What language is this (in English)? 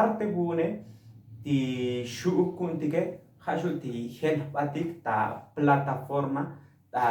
Tzotzil